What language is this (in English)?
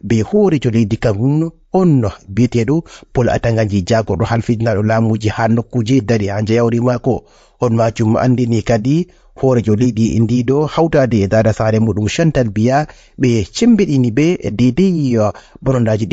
Fula